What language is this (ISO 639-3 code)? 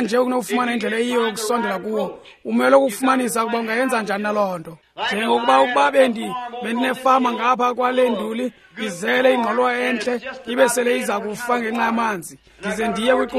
xho